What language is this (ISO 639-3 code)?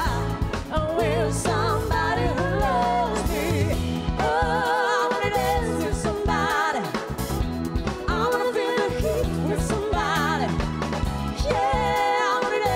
eng